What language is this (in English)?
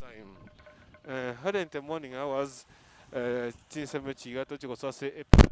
Gusii